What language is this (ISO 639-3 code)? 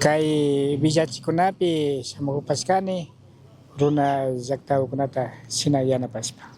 qug